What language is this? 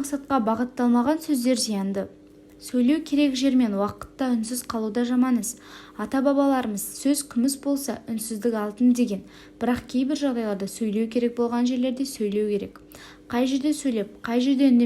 Kazakh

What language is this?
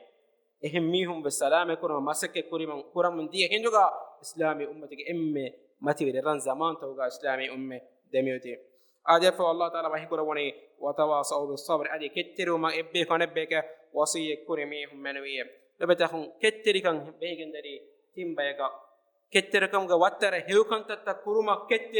Divehi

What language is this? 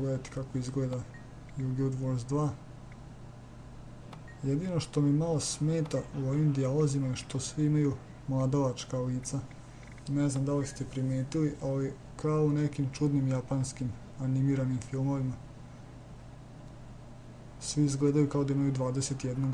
Serbian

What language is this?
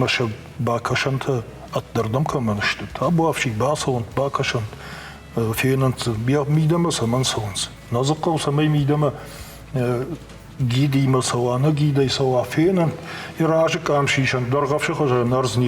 Ossetic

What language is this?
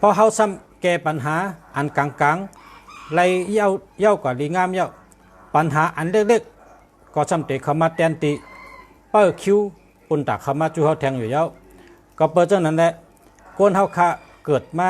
Shan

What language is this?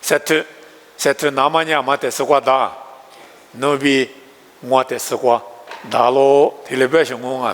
Lisu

